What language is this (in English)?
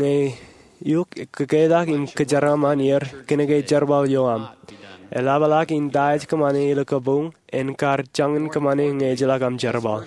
Marshallese